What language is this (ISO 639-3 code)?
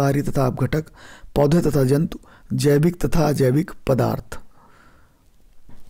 hin